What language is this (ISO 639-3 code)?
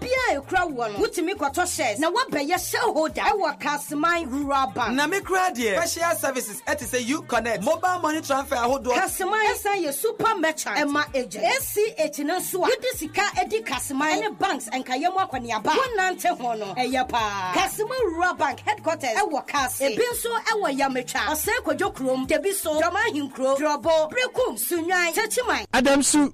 aka